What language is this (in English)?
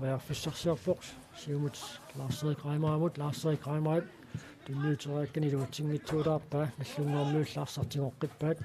Kalaallisut